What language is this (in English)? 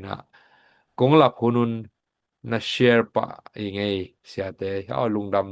Tedim Chin